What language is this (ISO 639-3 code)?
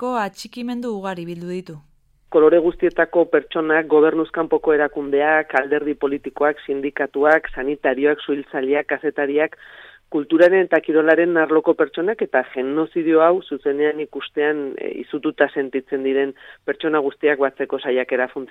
eus